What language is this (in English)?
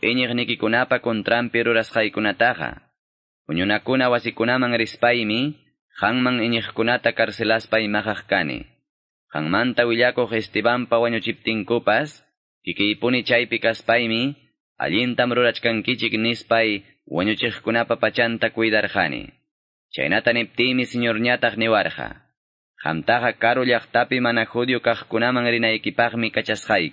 Quechua